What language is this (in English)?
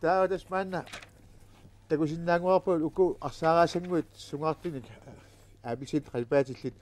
Kalaallisut